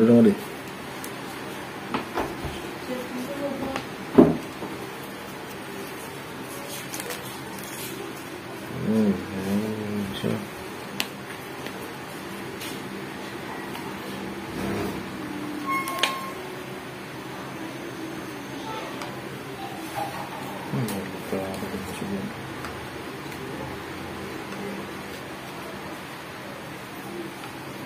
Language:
Filipino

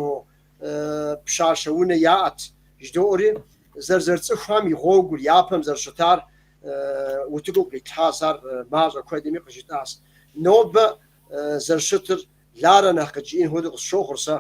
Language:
Kabardian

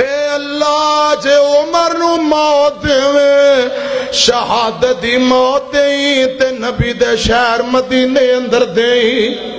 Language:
Western Panjabi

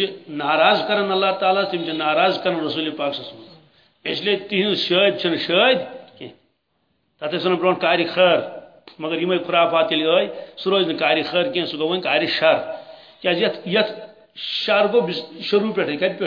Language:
Kashmiri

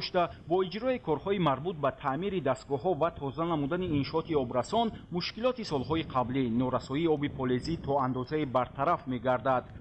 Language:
Tajik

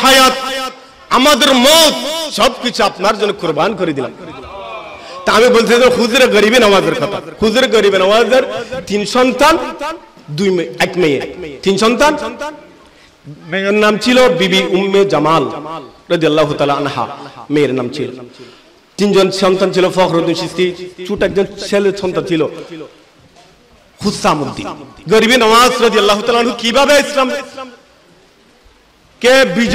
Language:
Bangla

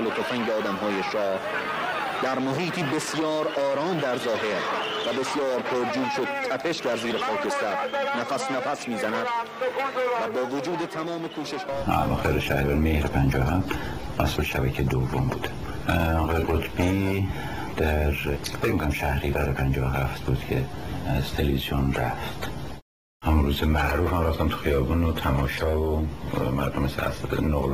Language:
Persian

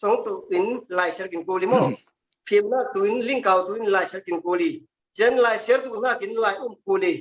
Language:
Falam Chin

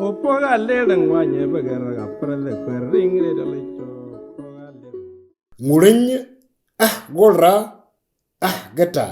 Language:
Moro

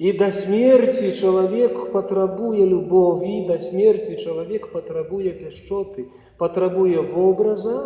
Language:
Belarusian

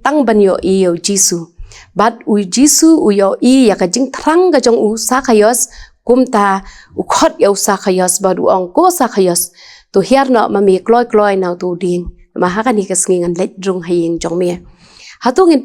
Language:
Khasi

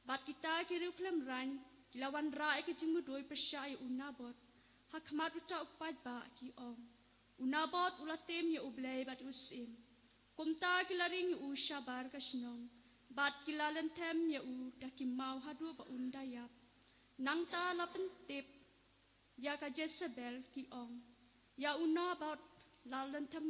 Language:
Khasi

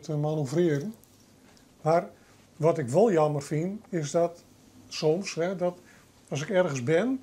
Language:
Western Frisian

